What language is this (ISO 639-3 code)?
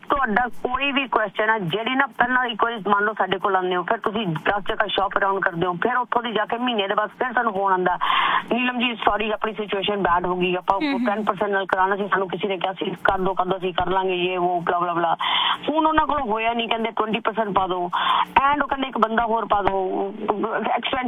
pan